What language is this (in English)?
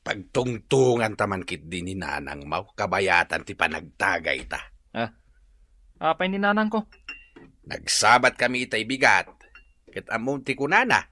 Iloko